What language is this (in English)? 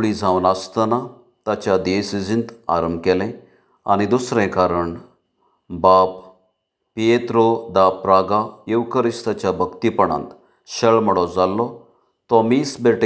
Konkani